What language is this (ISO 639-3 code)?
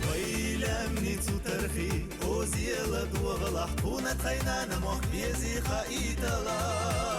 che